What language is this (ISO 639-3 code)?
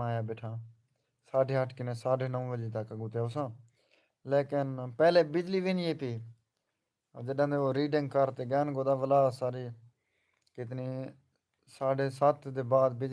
skr